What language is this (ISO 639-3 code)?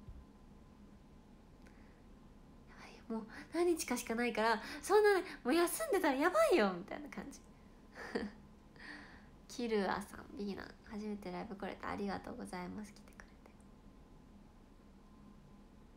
jpn